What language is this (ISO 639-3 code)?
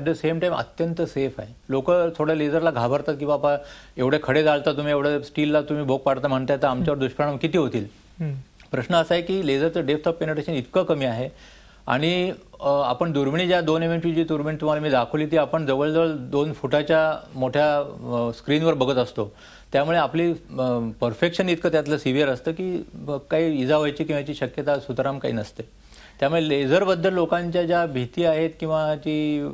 mar